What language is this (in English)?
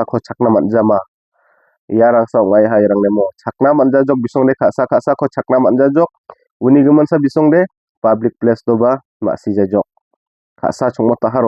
Garo